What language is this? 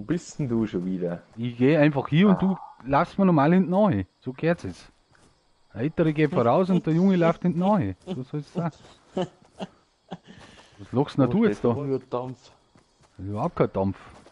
Bavarian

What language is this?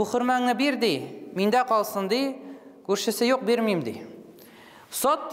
Tatar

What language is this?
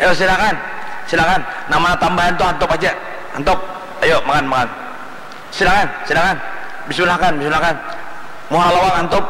Banjar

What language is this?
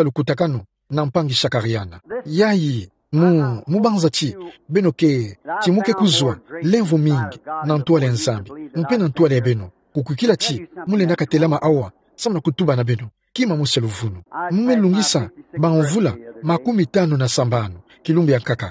Kituba (Democratic Republic of Congo)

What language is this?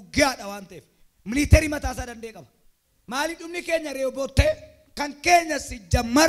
Oromo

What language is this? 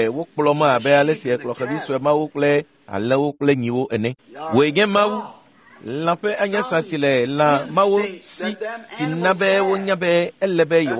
Ewe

